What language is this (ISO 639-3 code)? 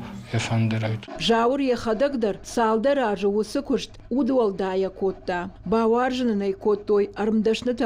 oss